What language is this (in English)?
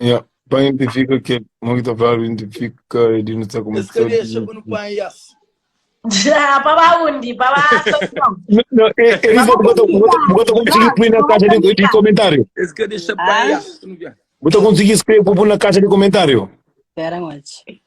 Kabuverdianu